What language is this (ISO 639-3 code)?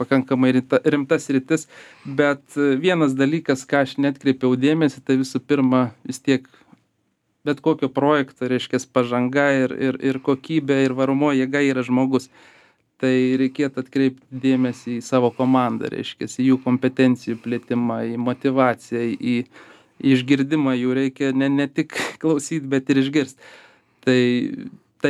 lit